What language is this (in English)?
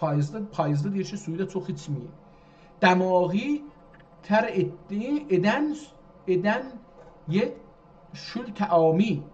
South Azerbaijani